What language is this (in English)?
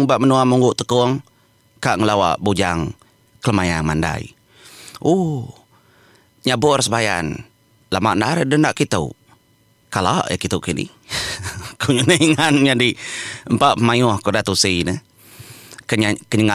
Iban